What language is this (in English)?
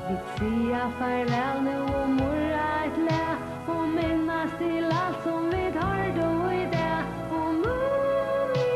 Faroese